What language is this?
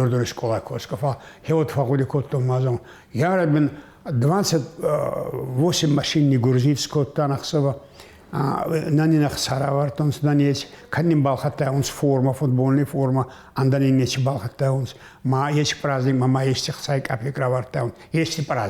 Ossetic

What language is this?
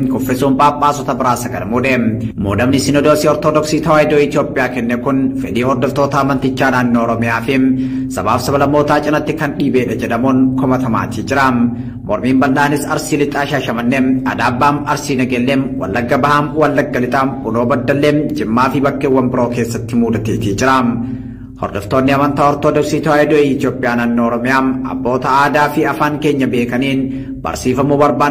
Oromo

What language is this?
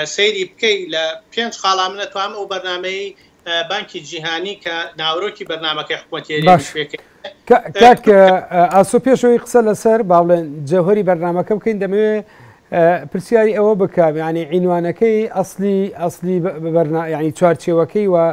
Central Kurdish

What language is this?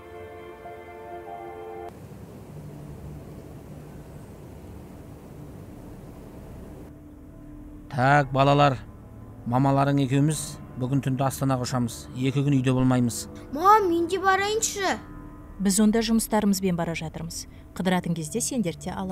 Kazakh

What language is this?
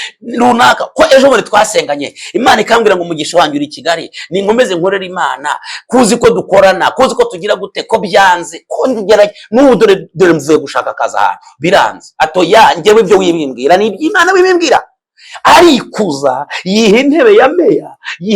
Kinyarwanda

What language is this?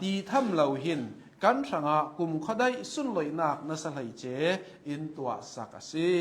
Hakha Chin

